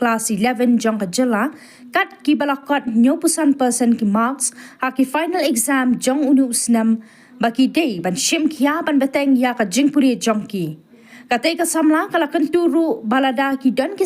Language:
Khasi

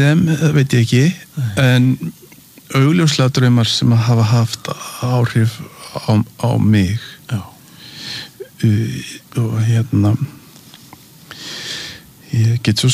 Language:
Icelandic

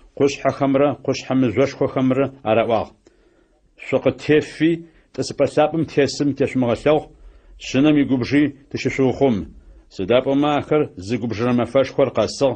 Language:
Adyghe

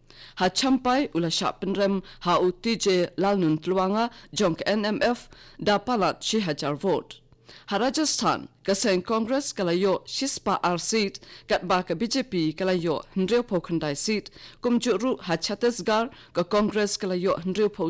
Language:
Khasi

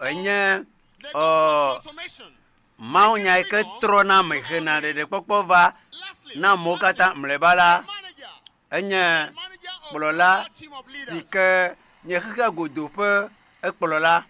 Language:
Ewe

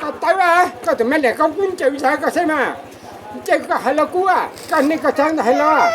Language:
Hmong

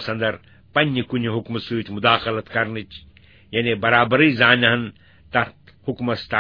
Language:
Kashmiri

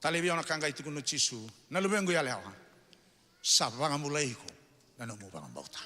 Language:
Fijian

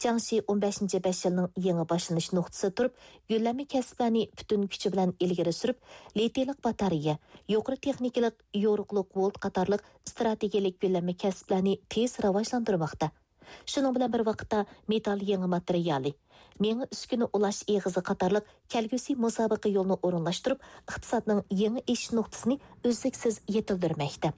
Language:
Uyghur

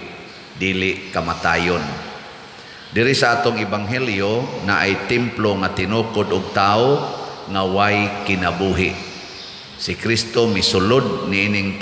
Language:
Cebuano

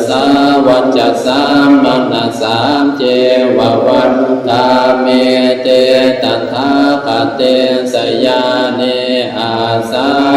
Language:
Pali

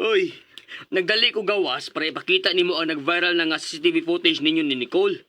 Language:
Cebuano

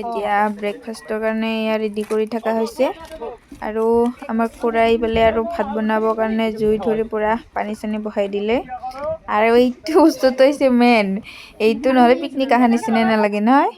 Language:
Assamese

